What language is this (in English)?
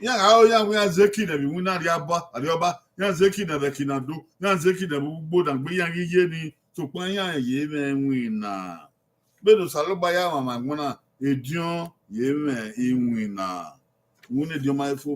Bini